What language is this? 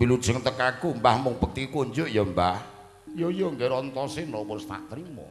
Javanese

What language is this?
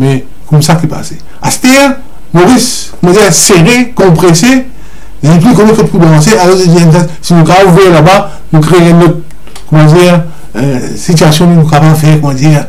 Morisyen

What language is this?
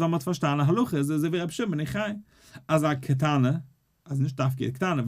Yiddish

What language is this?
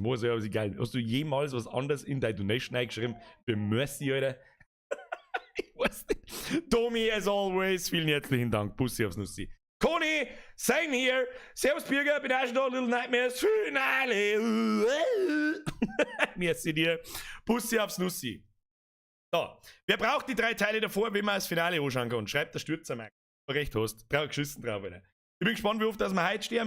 Bavarian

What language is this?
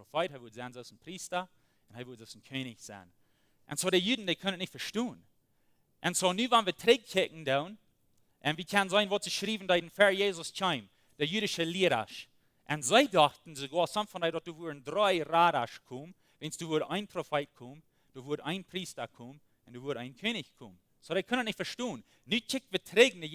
Plautdietsch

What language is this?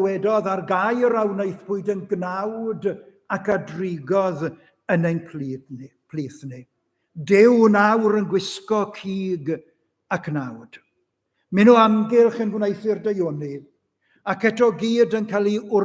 Welsh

